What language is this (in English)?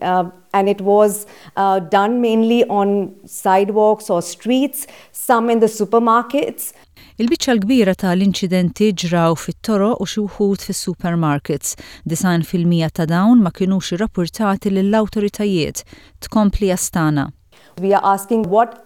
Maltese